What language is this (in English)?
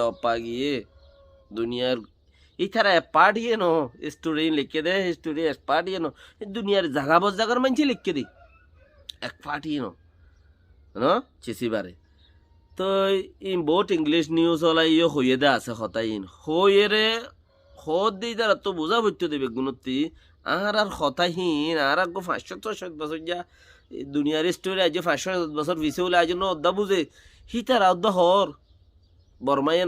Rohingya